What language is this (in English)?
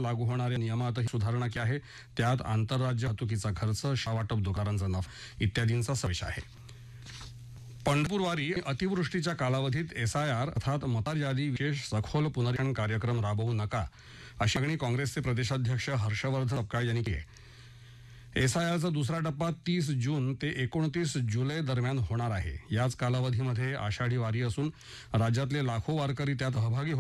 Marathi